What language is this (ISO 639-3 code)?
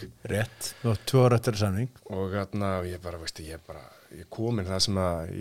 isl